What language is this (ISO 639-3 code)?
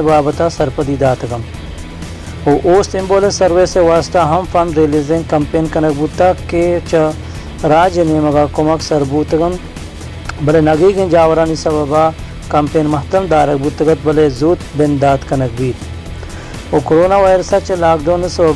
bal